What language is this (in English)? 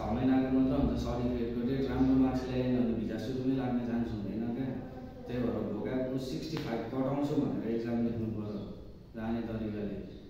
Nepali